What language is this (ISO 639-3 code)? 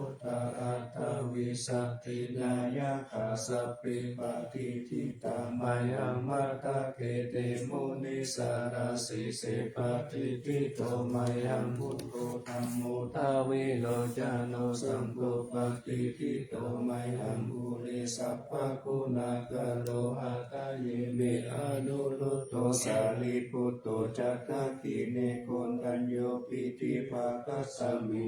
pli